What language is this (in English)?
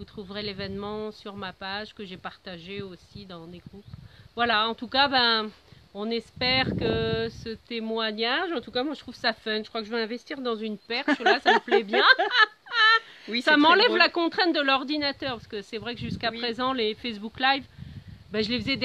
French